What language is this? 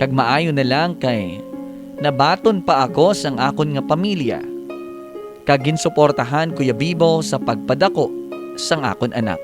Hiligaynon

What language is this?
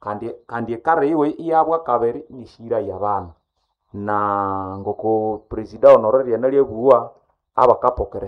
Nande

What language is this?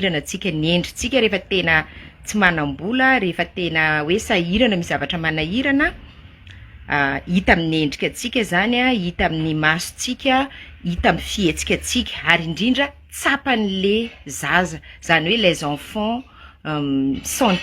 Malagasy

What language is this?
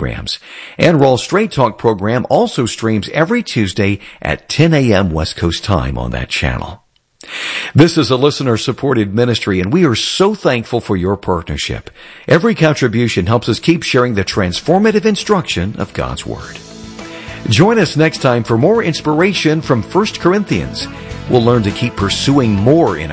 English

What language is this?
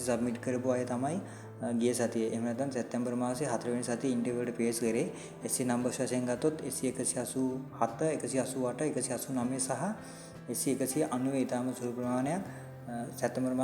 Sinhala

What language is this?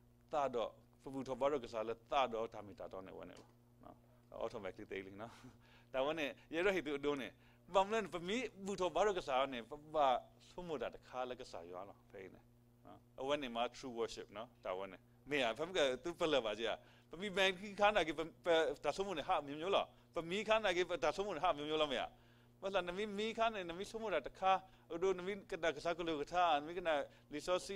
S'gaw Karen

